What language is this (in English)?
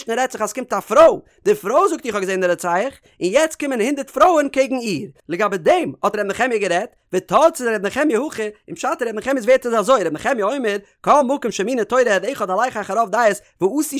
Yiddish